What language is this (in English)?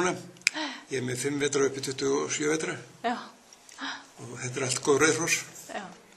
Icelandic